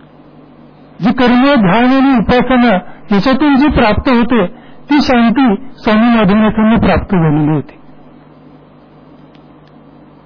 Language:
Marathi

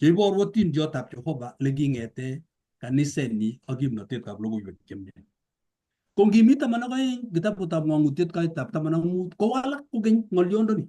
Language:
Kalenjin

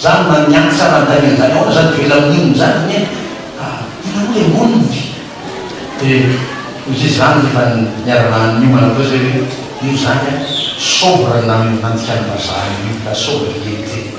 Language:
Malagasy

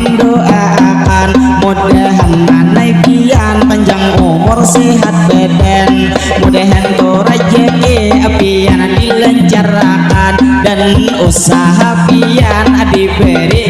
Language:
Banjar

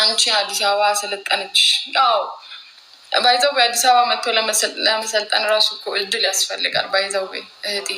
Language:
Amharic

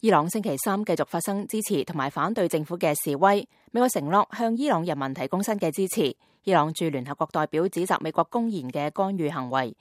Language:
Cantonese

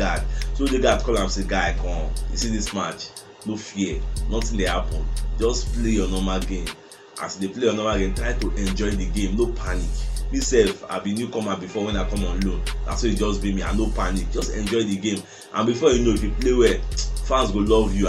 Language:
Nigerian Pidgin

